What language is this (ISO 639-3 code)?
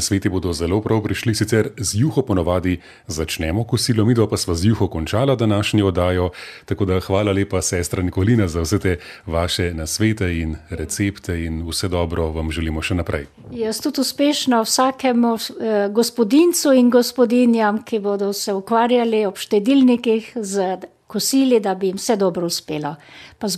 slv